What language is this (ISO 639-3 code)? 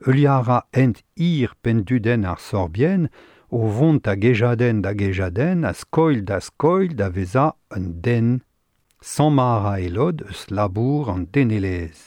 bre